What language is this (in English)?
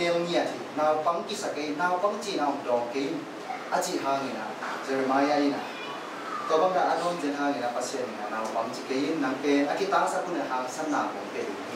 Tedim Chin